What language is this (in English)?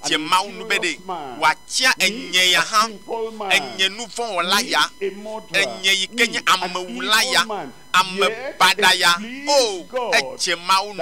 Ewe